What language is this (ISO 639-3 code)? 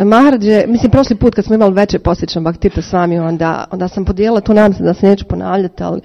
srp